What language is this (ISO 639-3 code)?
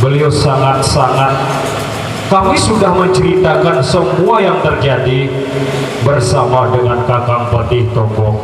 sas